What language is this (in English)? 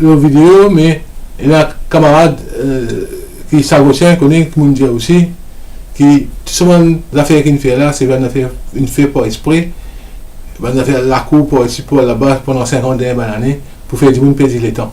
Morisyen